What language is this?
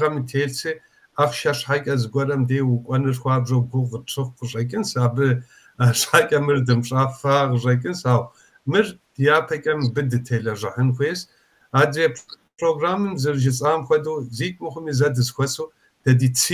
Kabardian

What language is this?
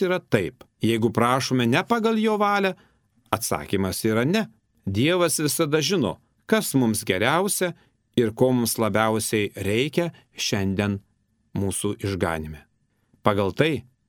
Lithuanian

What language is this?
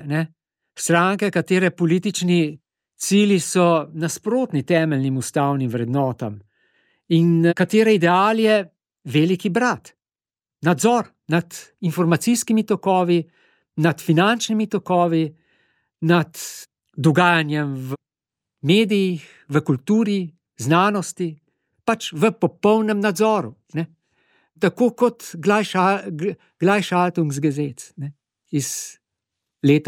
Slovenian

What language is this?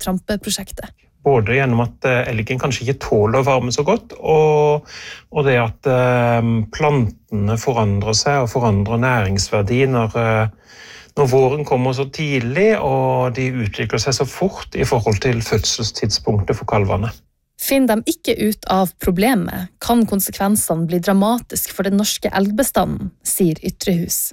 Norwegian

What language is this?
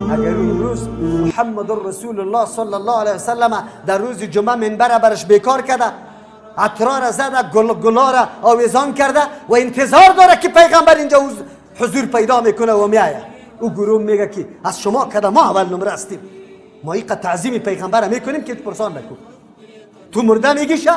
Tajik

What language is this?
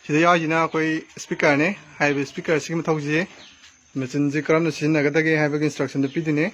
Manipuri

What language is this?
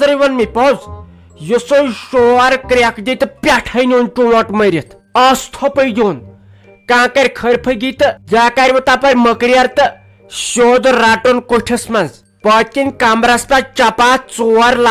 Kashmiri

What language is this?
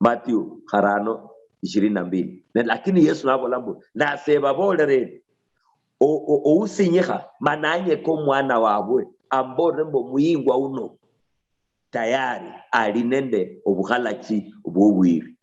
Luyia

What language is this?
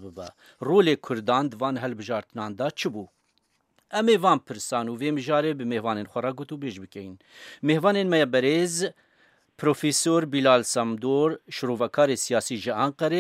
Kurdish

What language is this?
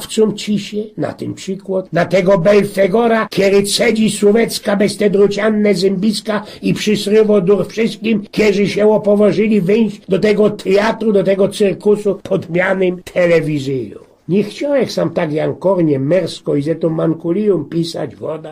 Silesian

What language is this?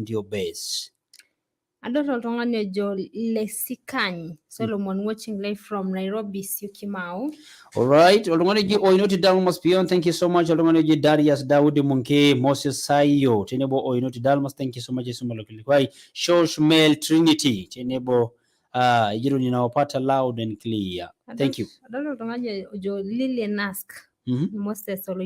Masai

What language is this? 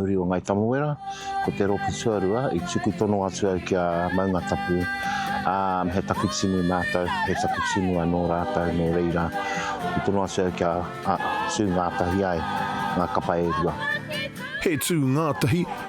Māori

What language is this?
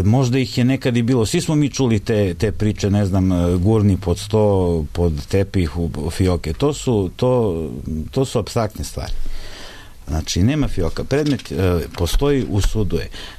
Serbian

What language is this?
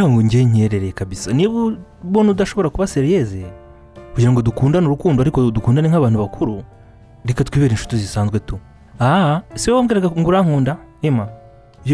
Kinyarwanda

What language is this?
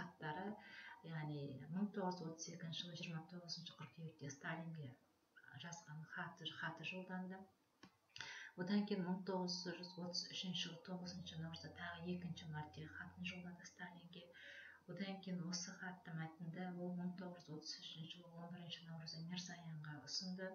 Kazakh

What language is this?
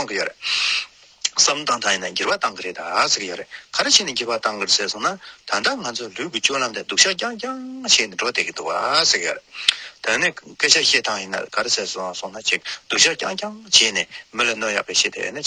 Tibetan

